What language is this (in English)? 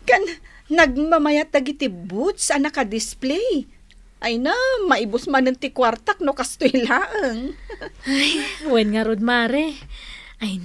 Iloko